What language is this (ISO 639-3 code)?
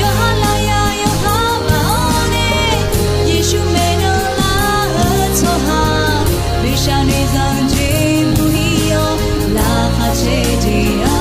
ahk